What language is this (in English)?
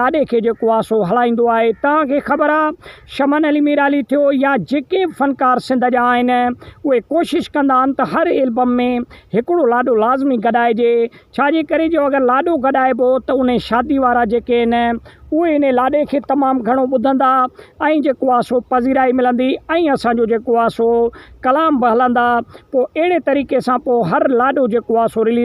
Sindhi